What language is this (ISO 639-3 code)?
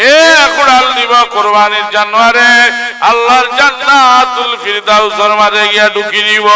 syl